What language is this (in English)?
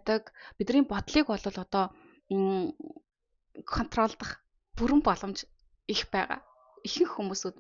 Mongolian